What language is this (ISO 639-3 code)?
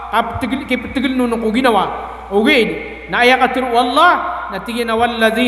mrw